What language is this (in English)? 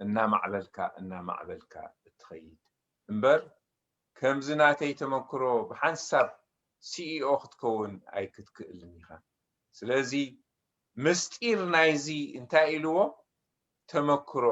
Tigrinya